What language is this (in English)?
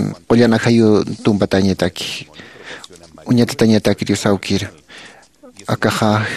Aymara